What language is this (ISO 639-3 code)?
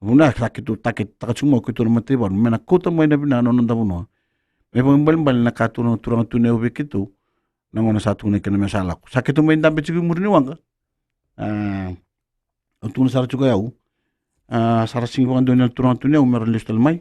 fij